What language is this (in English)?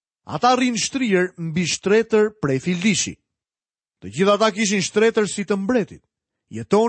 Albanian